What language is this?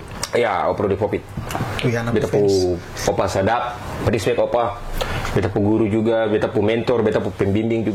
Ambonese Malay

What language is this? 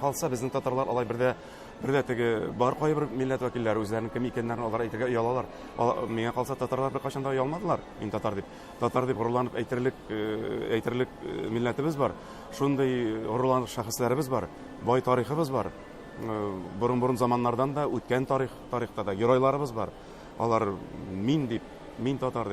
Tatar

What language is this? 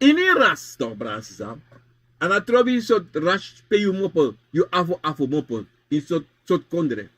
Sranan Tongo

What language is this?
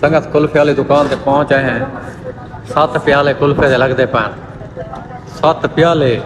Saraiki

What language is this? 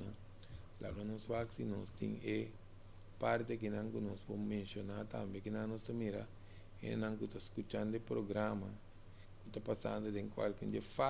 Papiamento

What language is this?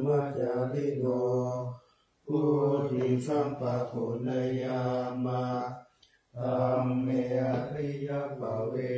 Pali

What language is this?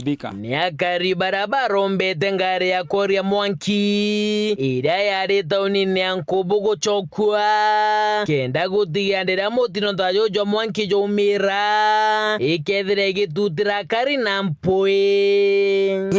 Meru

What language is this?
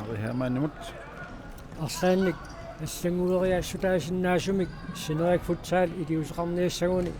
Kalaallisut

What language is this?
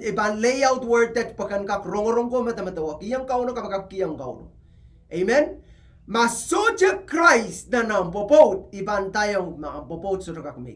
Pohnpeian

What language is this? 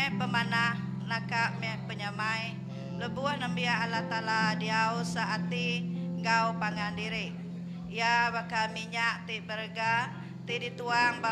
Iban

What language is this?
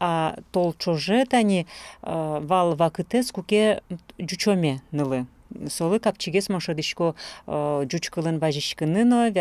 Udmurt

